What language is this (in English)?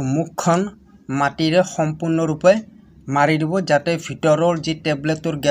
Assamese